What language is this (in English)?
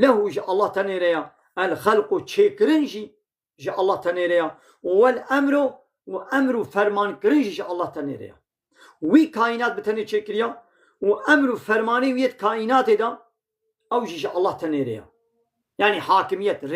Kurdish